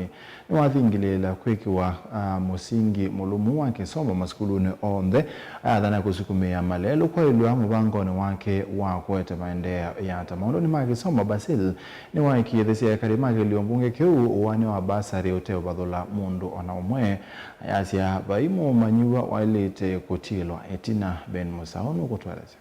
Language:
Kamba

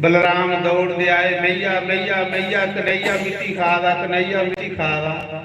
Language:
Dogri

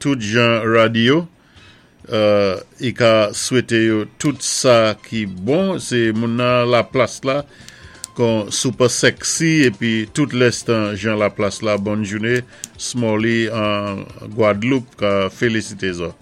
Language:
Saint Lucian Creole French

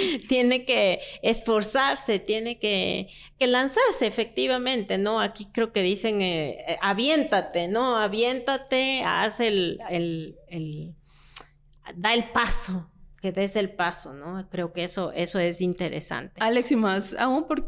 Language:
Spanish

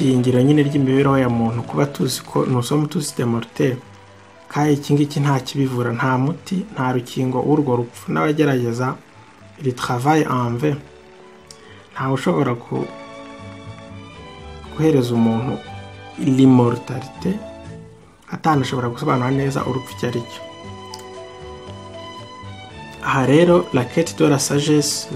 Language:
Kinyarwanda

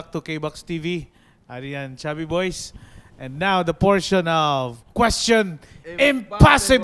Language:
Waray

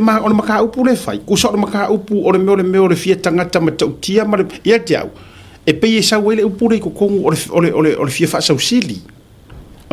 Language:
Samoan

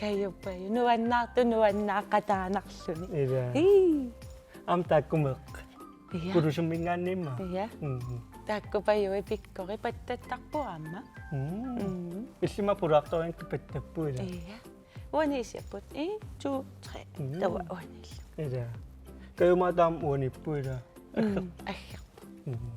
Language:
Kalaallisut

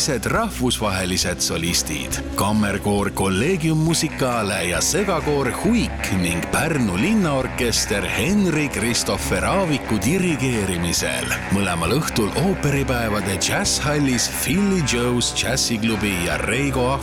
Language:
Estonian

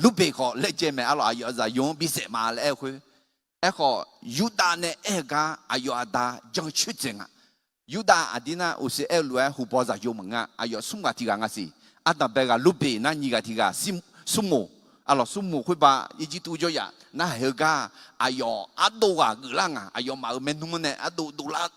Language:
Akha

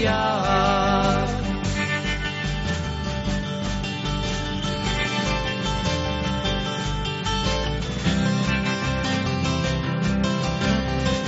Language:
Basque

